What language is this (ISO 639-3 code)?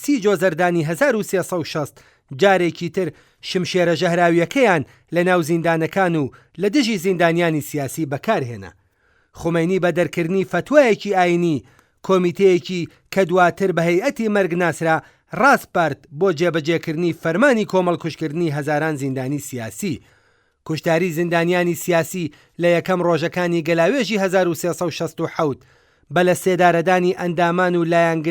ckb